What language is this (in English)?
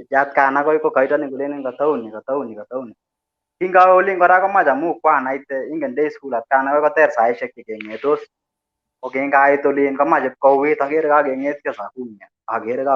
Kalenjin